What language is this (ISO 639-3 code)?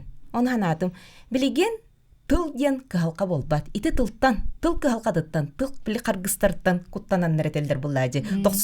sah